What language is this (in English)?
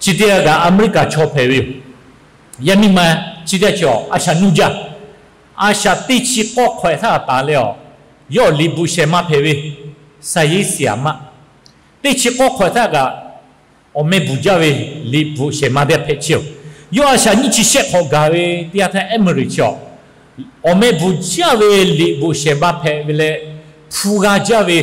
Lahu